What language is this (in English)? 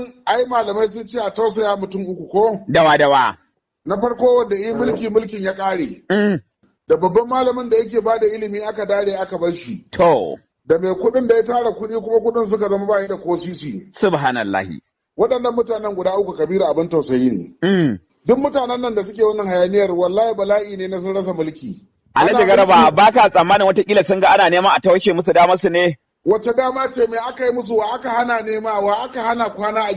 Hausa